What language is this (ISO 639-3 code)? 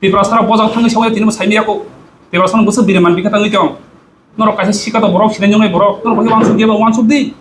trp